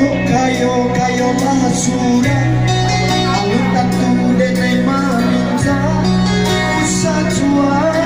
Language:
Minangkabau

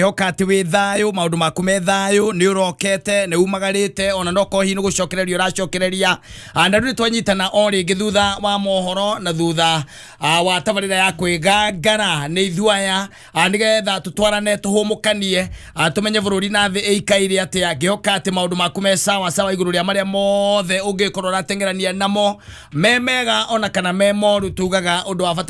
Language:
Kikuyu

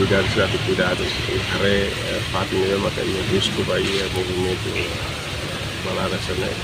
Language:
Tetum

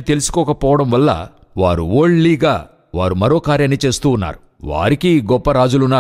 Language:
Telugu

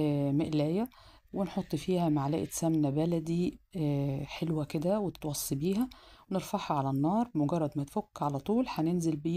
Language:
Egyptian Arabic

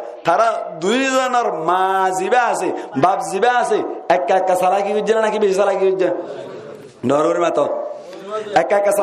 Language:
Rohingya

